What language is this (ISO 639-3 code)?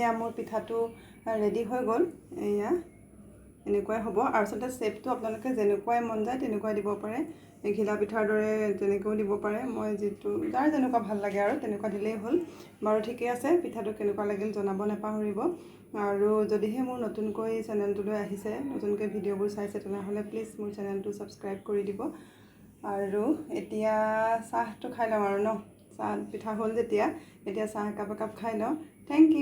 asm